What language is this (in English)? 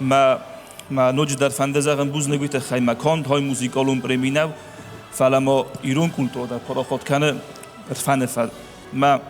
Ossetic